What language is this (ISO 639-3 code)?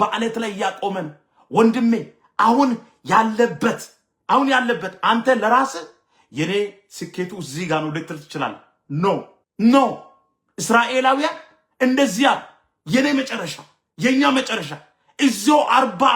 amh